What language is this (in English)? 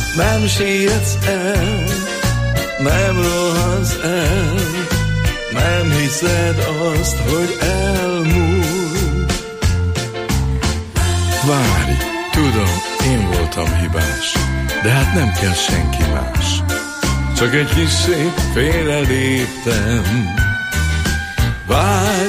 Hungarian